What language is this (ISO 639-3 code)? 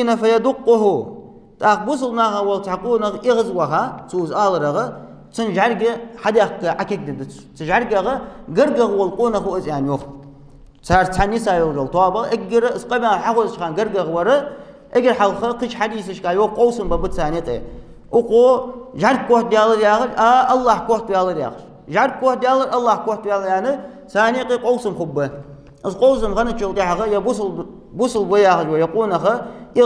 inh